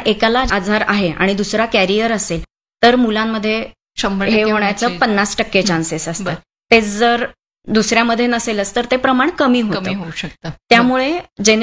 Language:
Marathi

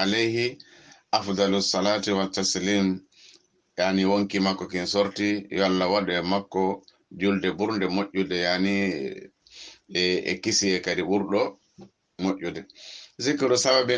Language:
Fula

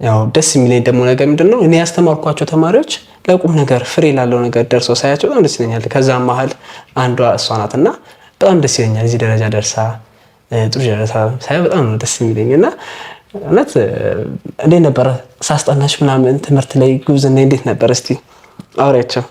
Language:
Amharic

